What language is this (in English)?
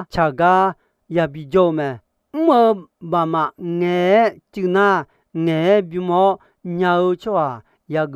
Akha